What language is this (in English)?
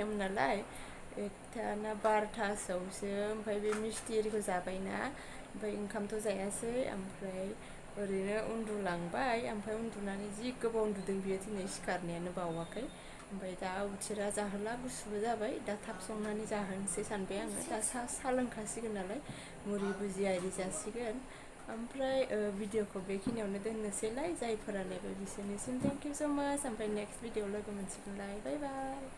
Bodo